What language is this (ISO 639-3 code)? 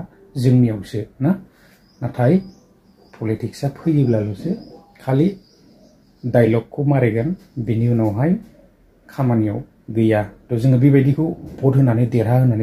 brx